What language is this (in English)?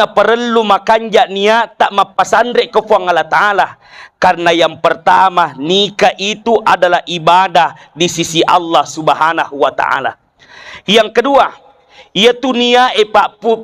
Buginese